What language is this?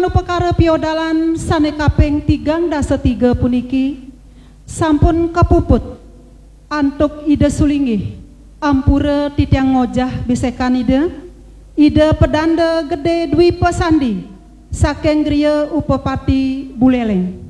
Balinese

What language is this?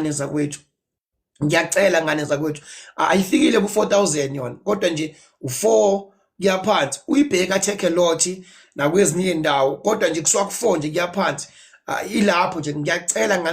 Zulu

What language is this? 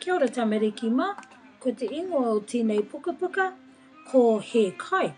Māori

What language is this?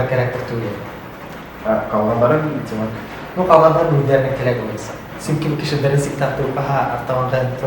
Bashkir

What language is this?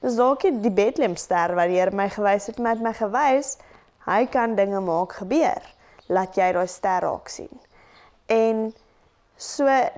Afrikaans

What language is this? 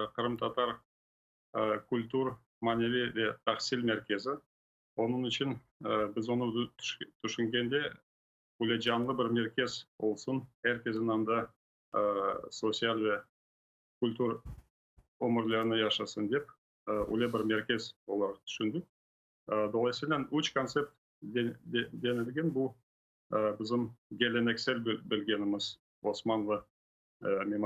Crimean Tatar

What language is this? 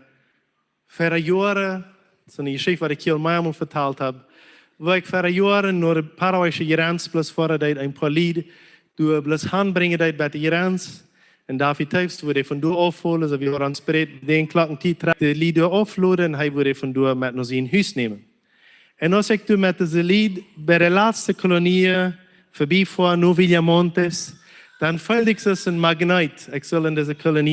Plautdietsch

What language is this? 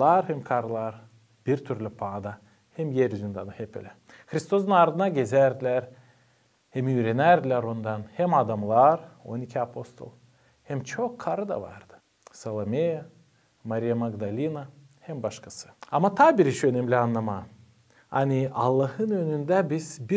Gagauz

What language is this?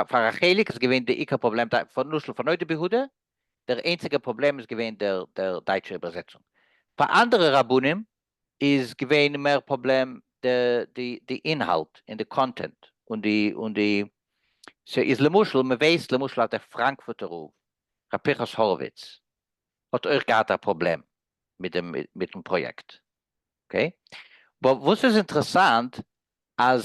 Yiddish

